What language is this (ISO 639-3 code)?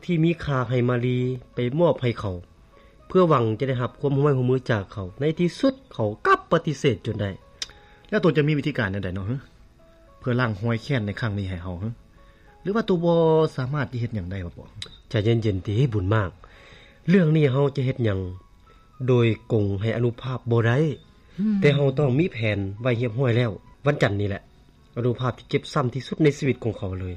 lao